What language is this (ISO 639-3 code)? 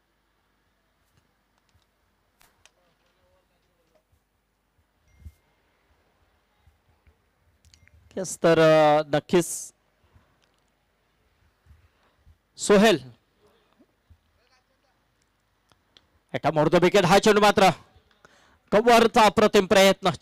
mar